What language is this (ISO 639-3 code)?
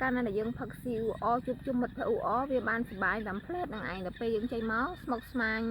khm